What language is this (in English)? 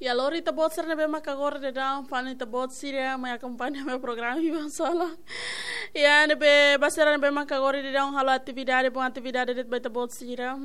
Tetum